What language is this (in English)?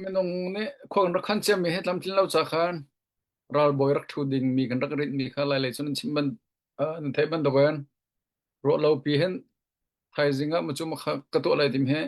Hakha Chin